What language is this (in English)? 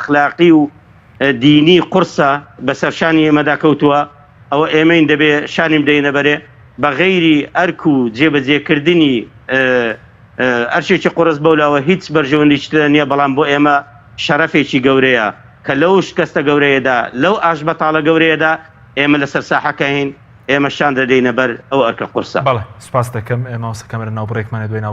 Central Kurdish